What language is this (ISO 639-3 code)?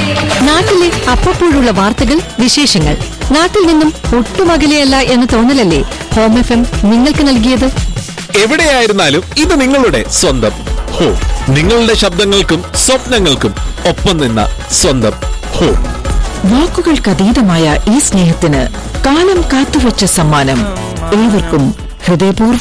mal